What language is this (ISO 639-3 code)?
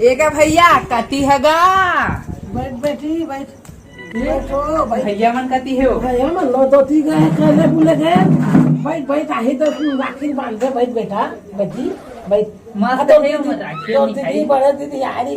hne